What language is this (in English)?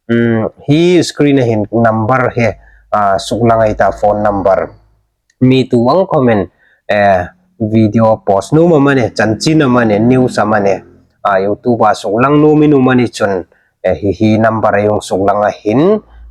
Hmar